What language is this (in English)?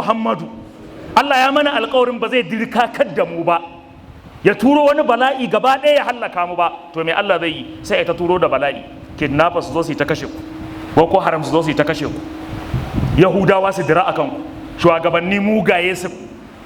Hausa